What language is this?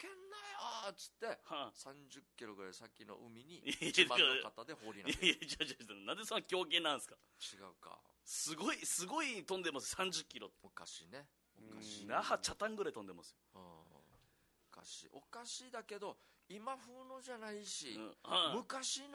Japanese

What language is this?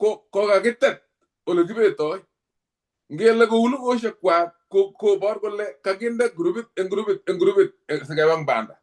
Kalenjin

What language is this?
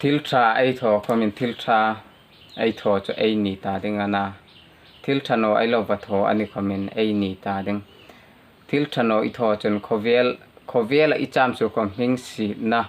Hmar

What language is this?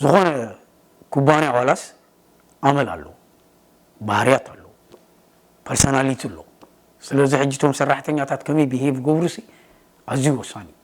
Tigrinya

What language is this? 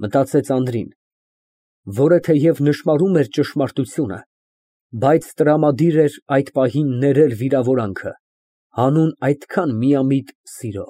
Armenian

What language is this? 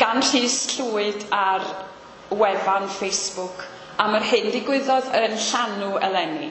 Welsh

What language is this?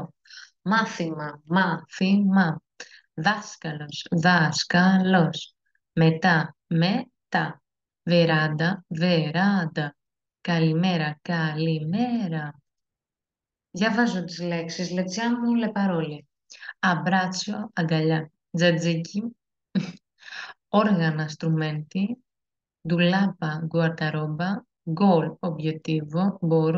Greek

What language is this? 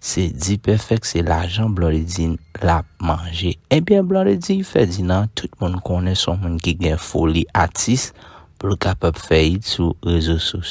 Haitian Creole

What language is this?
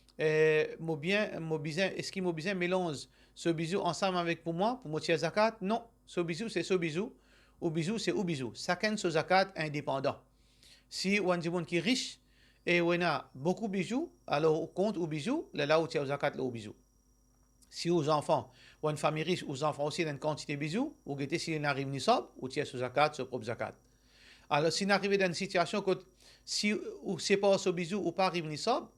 Morisyen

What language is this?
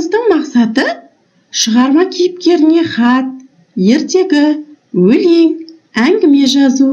Kazakh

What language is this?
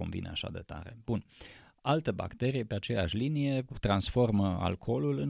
Romanian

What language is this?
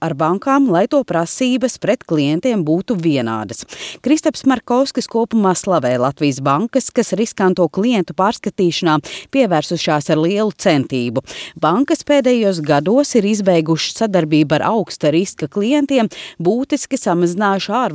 Latvian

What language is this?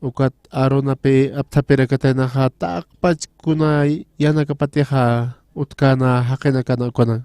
Aymara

